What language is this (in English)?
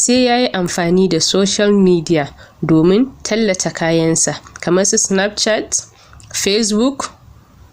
Hausa